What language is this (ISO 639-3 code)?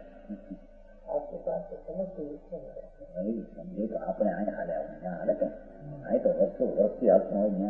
guj